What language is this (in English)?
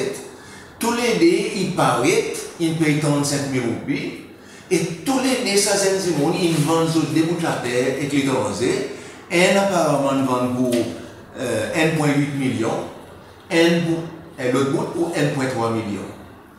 Seselwa Creole French